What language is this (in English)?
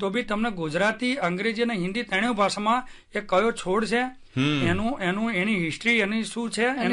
Gujarati